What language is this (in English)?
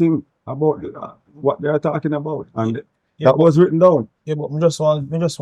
Jamaican Creole English